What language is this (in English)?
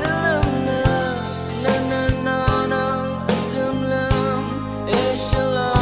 Rawang